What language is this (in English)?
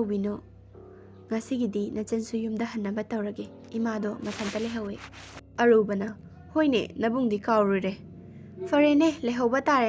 Manipuri